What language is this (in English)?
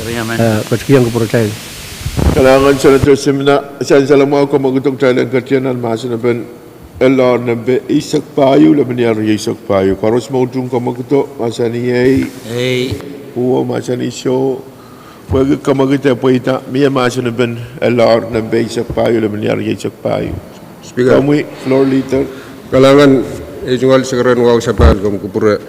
Pohnpeian